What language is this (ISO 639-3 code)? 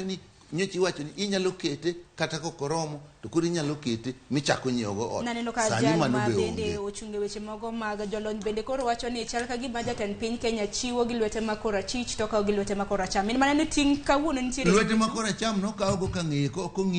luo